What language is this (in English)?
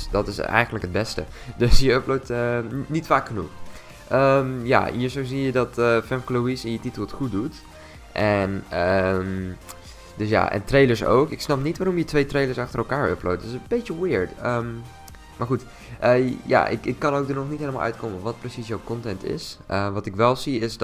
Dutch